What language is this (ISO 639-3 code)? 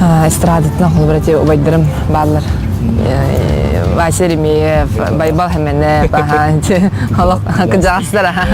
sah